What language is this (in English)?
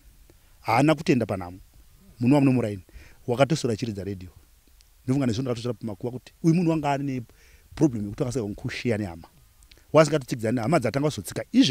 Shona